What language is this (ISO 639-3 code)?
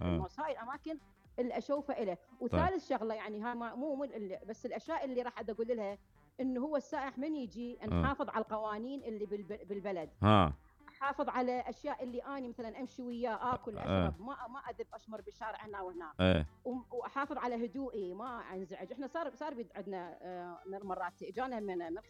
acm